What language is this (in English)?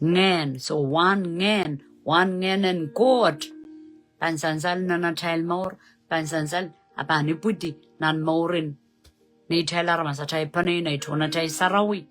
Pohnpeian